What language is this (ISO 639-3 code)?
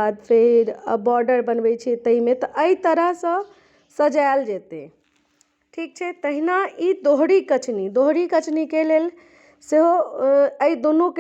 mai